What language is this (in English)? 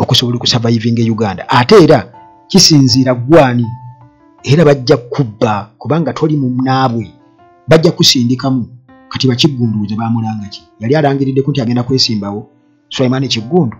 Ganda